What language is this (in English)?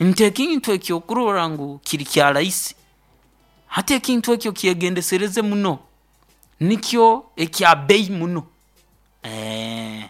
Nyoro